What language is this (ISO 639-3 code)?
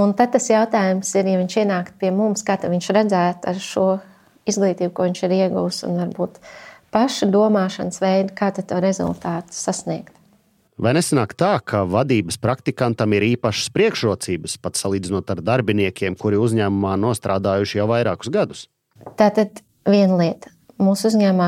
lav